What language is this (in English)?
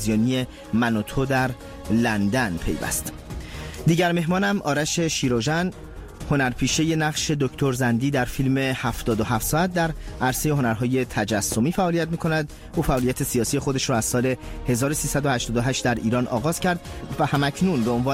Persian